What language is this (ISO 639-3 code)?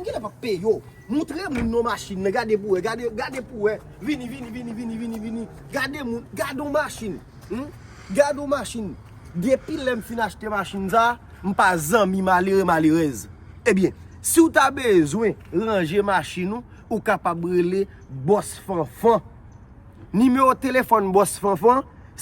hat